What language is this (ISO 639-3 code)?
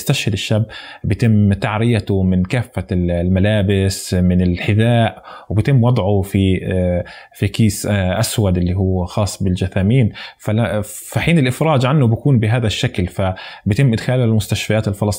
apc